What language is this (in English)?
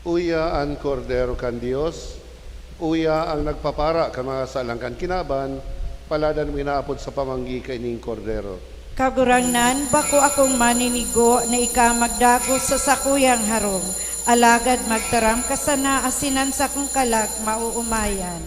Bikol